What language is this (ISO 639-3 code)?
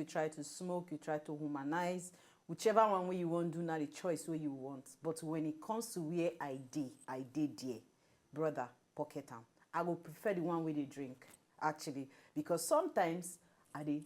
pcm